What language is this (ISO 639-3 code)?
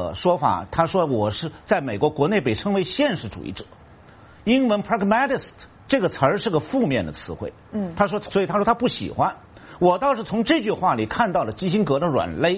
zho